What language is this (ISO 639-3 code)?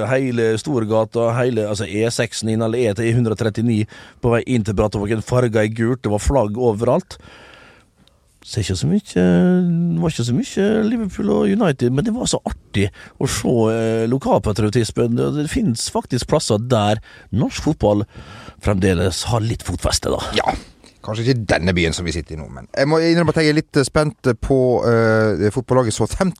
nor